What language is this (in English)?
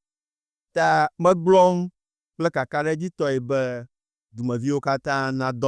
Ewe